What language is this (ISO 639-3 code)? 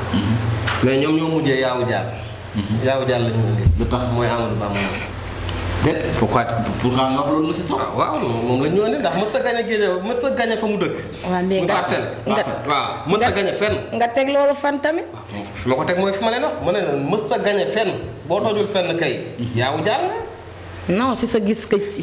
wol